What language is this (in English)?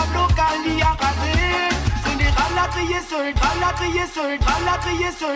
Morisyen